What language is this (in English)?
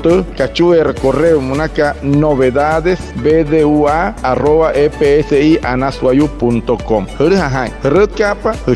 Wayuu